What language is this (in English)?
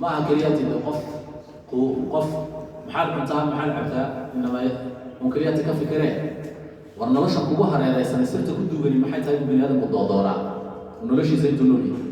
Somali